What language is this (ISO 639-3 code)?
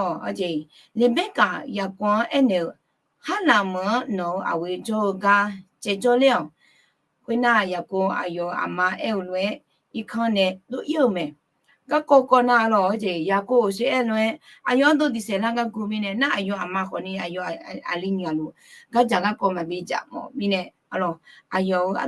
ahk